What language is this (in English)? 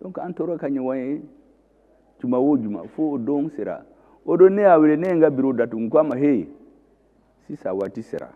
Bambara